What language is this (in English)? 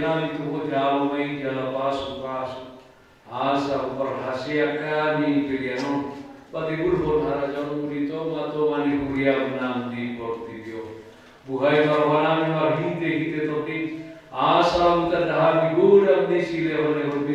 Batak Toba